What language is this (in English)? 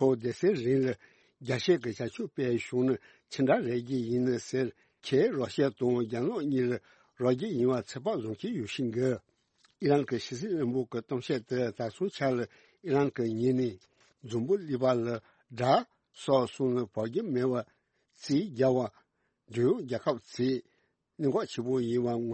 Tibetan